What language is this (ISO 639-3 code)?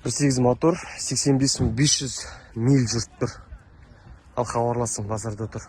kaz